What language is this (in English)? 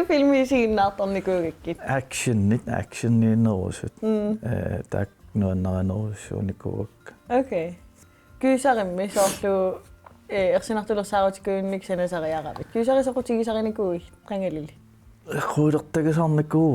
Kalaallisut